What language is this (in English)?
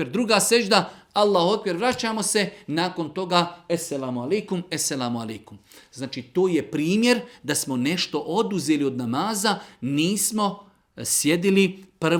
Bosnian